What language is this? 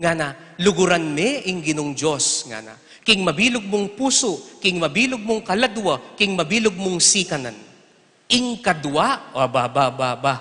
Pampanga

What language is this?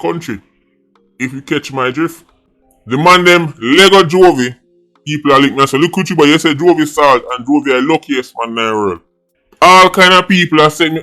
Jamaican Creole English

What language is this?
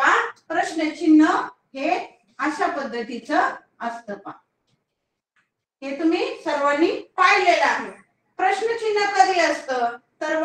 Marathi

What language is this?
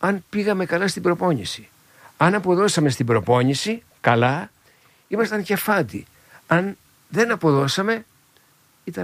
Greek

